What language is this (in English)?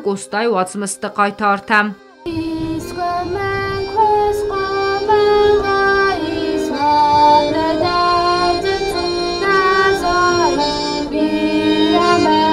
Ossetic